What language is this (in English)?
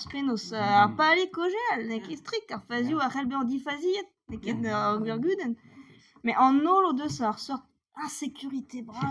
Breton